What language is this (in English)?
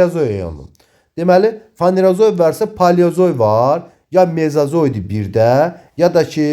Azerbaijani